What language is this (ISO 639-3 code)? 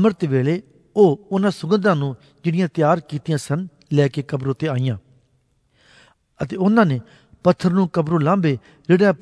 pan